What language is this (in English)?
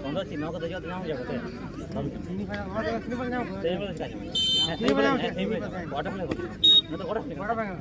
Santali